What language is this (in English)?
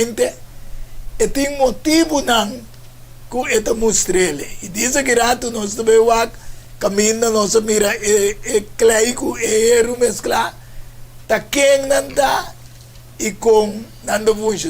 Papiamento